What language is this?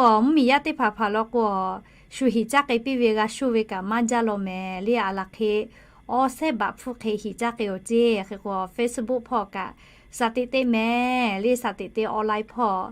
Lahu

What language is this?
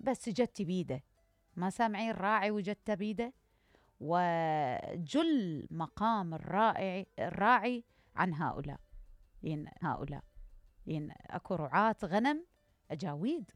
Mesopotamian Arabic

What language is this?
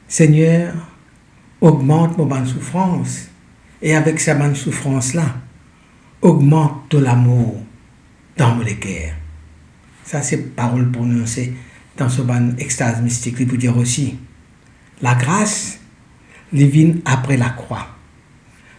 Morisyen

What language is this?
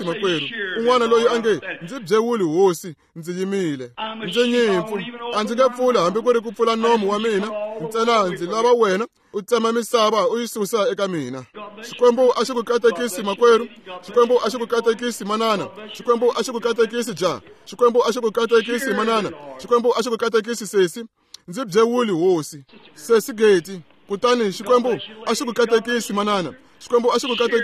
Tsonga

